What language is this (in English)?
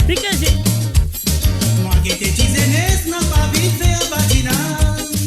Morisyen